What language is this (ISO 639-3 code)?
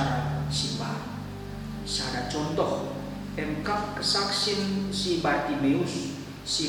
btx